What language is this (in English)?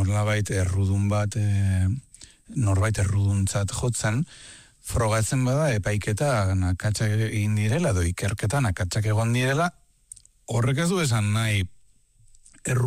Basque